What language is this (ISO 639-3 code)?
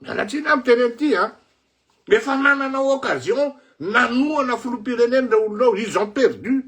mlg